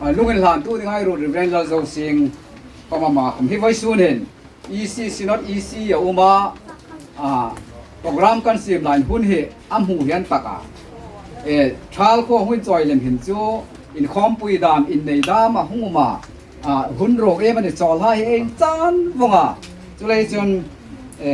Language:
Hmar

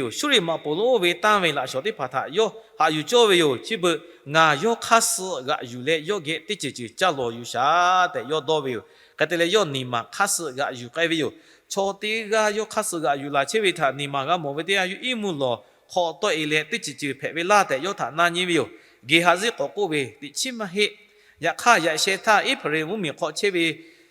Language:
Lahu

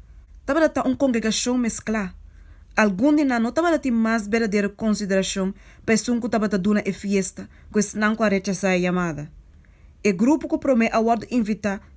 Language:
Papiamento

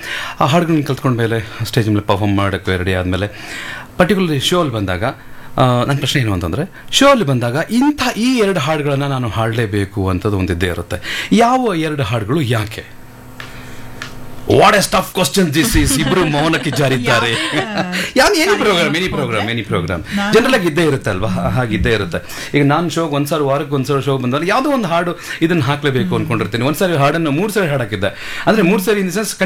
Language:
Kannada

